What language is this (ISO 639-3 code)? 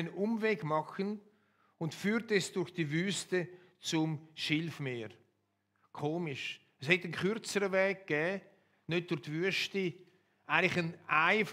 gsw